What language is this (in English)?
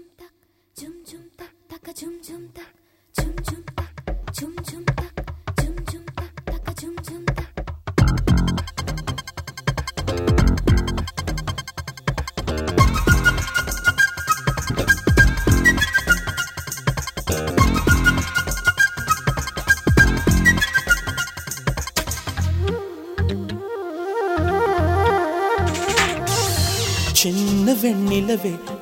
Tamil